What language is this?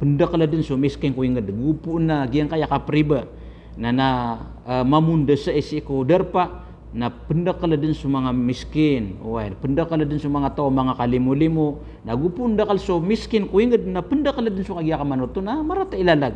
Maranao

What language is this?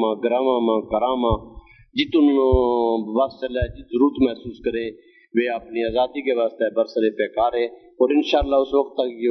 Gujari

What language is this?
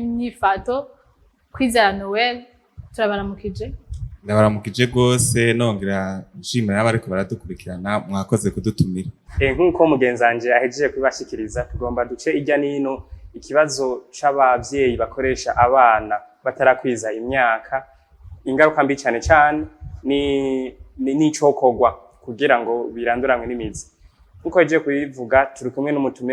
Rundi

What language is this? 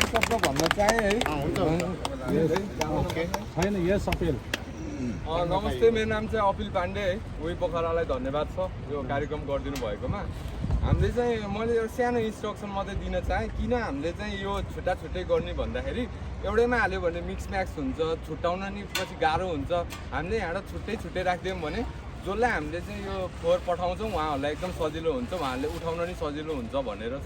Nepali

